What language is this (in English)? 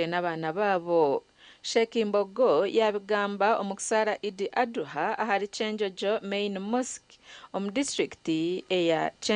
Nyankole